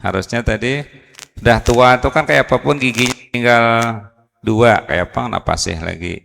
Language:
Banjar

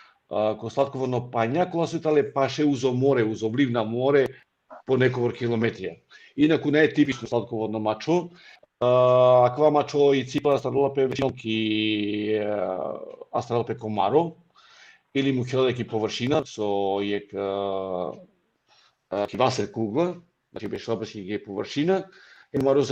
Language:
Balkan Romani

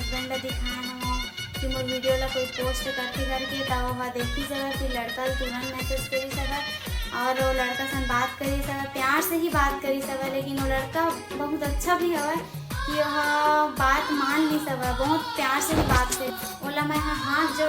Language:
Chhattisgarhi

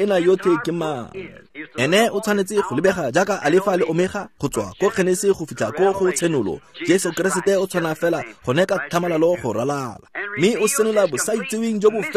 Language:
Tswana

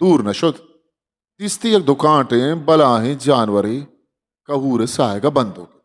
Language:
Eastern Balochi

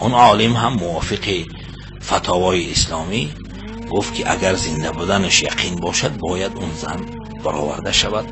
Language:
Tajik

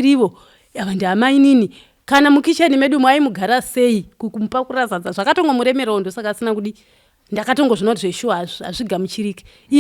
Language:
Shona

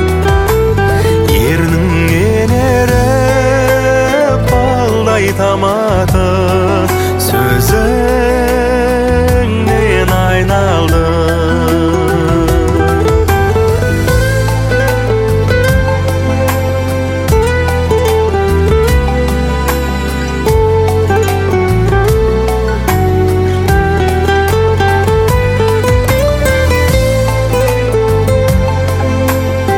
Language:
Kazakh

